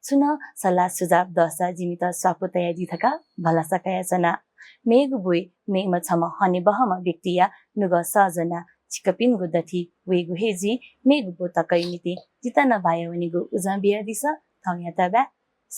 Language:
Newari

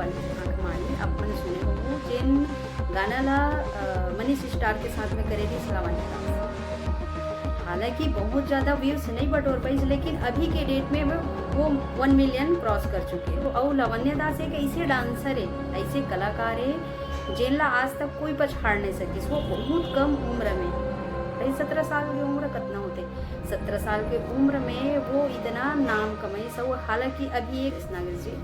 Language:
Chhattisgarhi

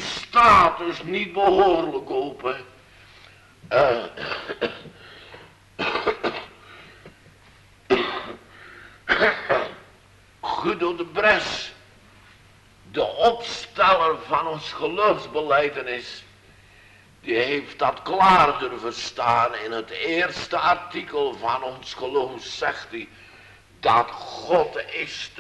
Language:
Dutch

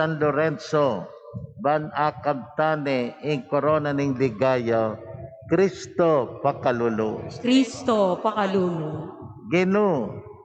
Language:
Pampanga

